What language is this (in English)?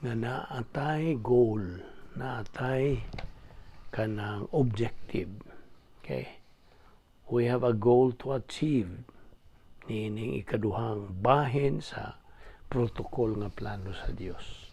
Cebuano